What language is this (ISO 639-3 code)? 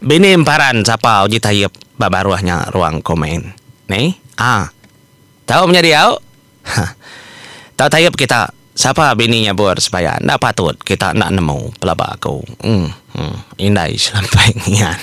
iba